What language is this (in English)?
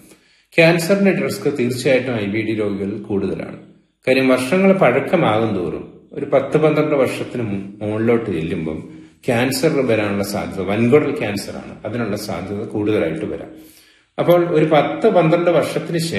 Malayalam